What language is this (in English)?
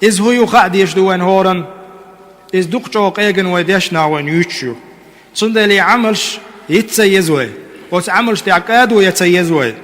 Chechen